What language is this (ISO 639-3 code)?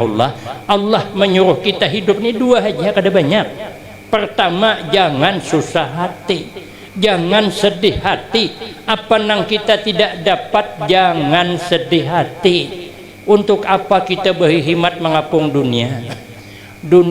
bjn